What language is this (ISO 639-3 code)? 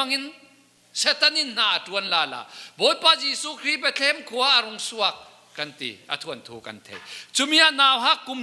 cfm